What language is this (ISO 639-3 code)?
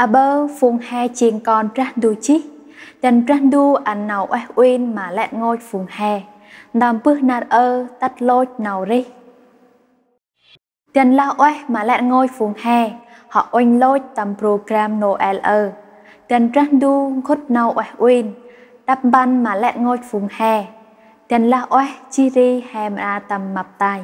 cmo